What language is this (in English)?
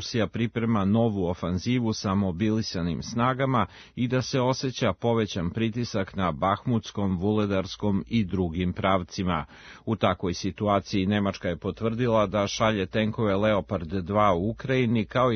Serbian